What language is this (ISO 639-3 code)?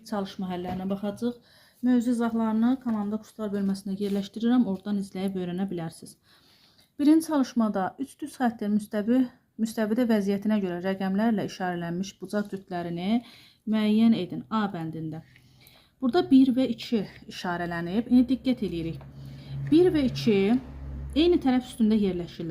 aze